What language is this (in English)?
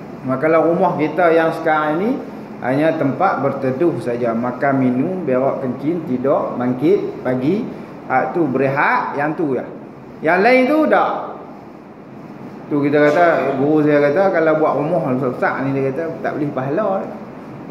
Malay